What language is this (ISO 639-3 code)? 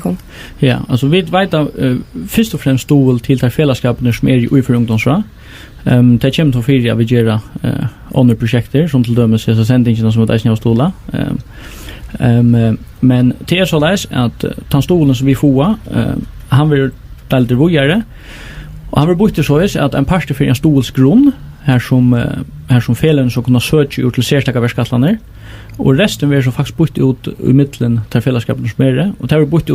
fao